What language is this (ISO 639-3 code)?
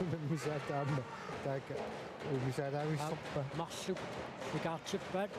kal